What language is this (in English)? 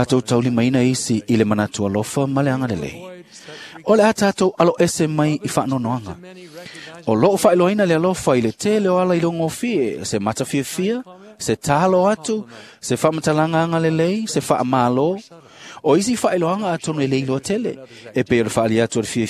Samoan